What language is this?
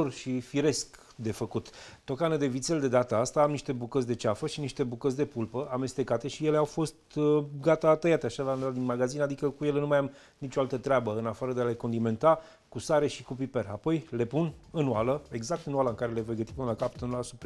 Romanian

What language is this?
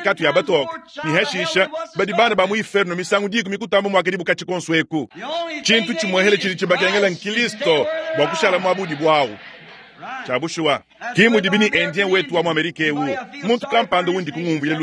Luba-Lulua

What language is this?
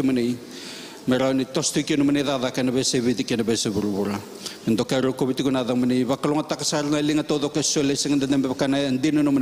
Fijian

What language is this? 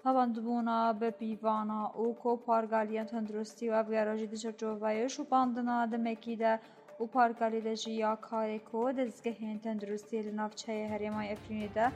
Kurdish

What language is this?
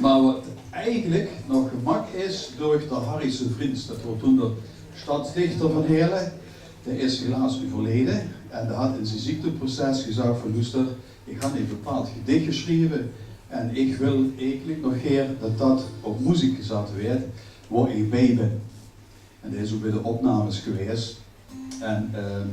Limburgish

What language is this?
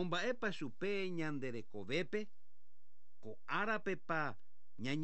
Guarani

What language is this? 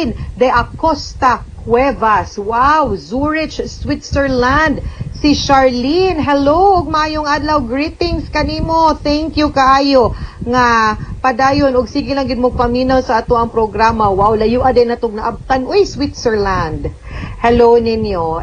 Cebuano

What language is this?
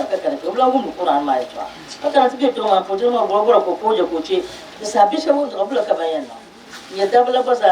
Dagbani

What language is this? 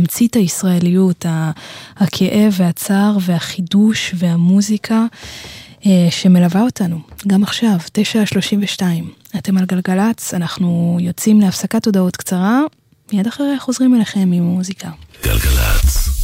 Hebrew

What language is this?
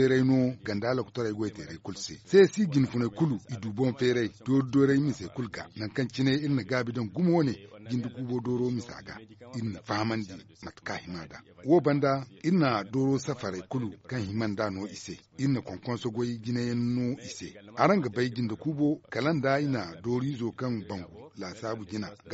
Zarma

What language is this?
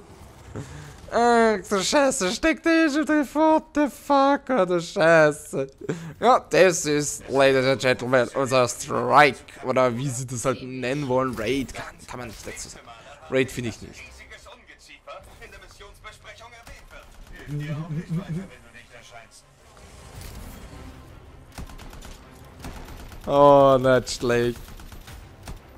German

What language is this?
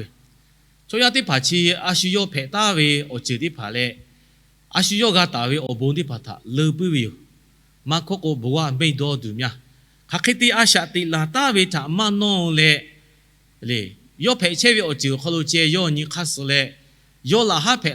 Lahu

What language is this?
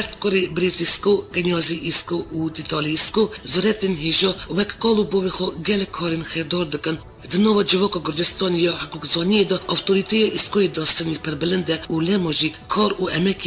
Kurdish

